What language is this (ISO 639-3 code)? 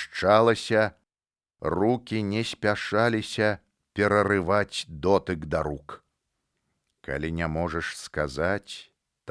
bel